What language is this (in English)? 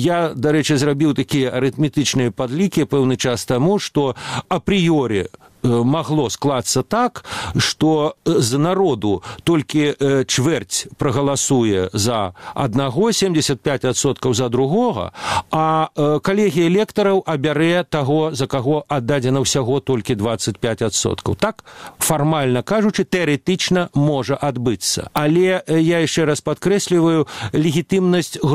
Belarusian